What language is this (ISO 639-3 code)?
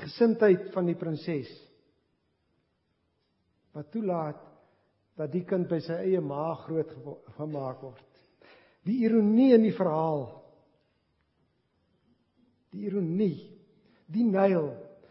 afr